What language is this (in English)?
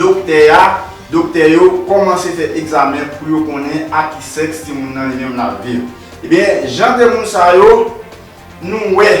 Haitian Creole